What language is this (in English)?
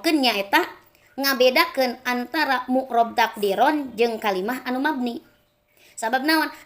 Sundanese